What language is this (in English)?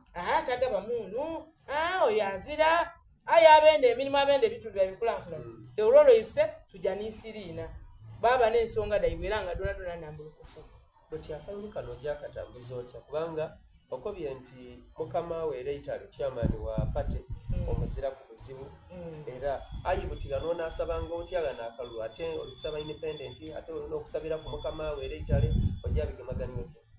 Soga